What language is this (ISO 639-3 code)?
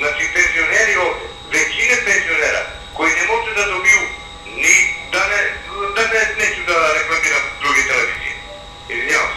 srp